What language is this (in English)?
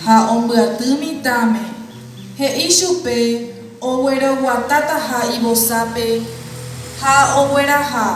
Guarani